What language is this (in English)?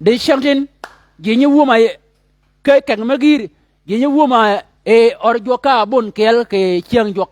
Shilluk